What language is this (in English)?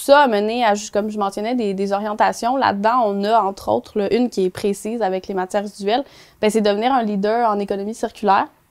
French